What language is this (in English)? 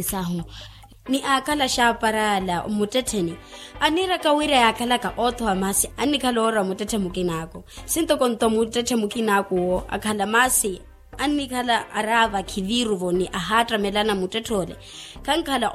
Makhuwa